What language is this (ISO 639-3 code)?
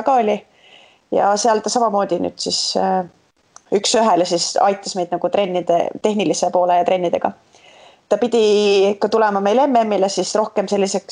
est